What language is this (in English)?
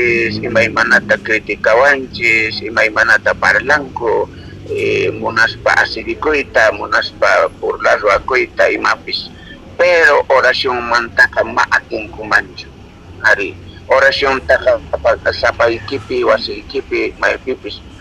South Bolivian Quechua